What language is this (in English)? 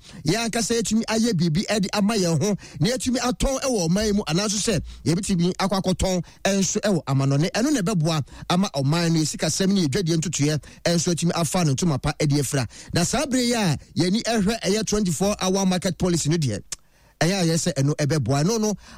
Akan